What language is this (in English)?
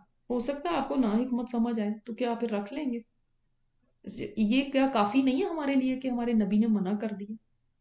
Urdu